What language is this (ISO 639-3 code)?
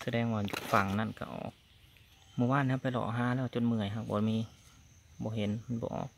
tts